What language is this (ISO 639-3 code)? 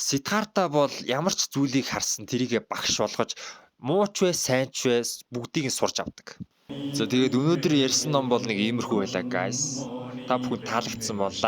mon